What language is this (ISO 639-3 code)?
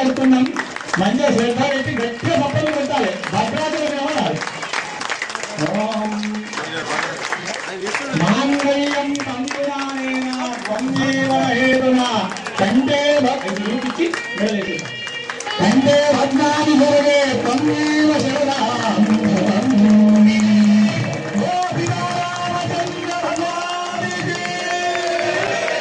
tel